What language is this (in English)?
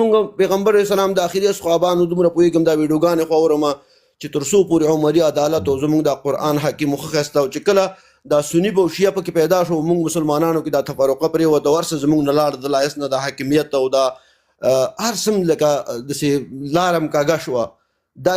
Pashto